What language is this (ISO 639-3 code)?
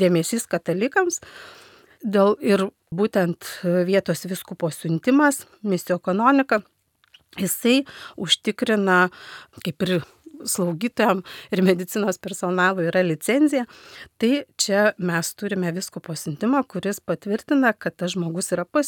lit